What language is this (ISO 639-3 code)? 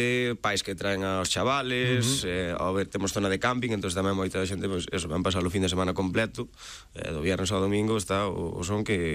glg